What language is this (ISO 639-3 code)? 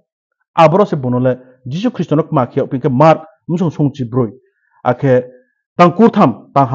ria